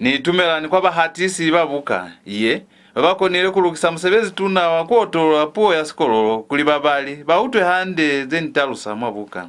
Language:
Lozi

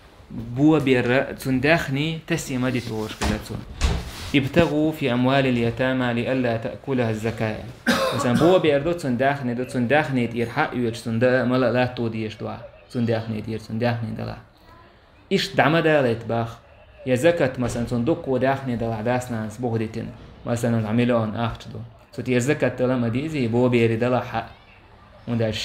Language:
Chechen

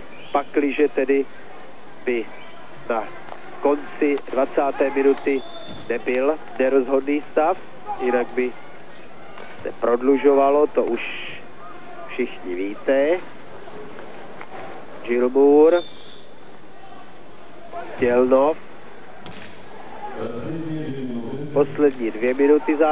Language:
Czech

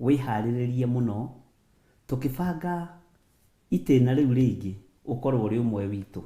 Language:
Kikuyu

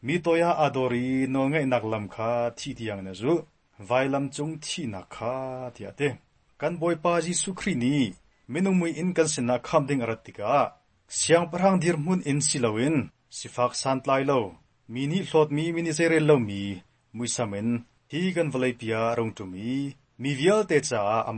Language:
Hakha Chin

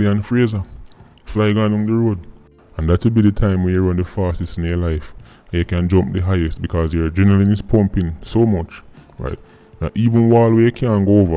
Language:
Jamaican Creole English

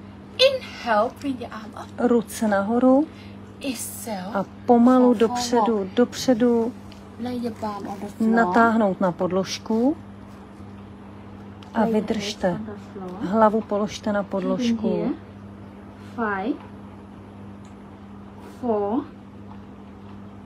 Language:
Czech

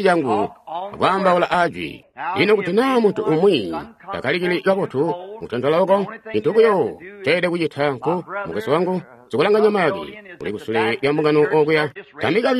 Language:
Tonga (Zambia)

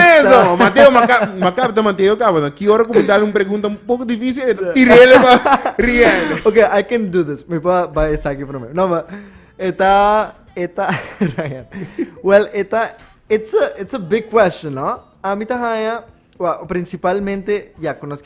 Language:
Papiamento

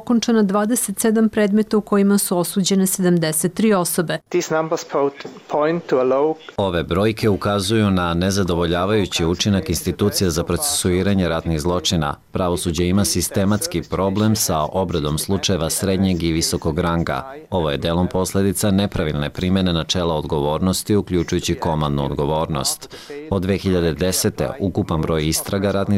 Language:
Bosnian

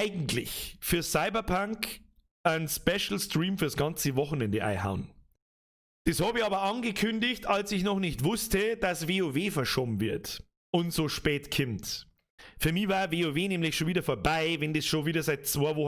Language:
Bavarian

